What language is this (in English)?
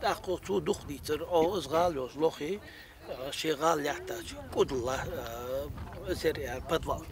Ingush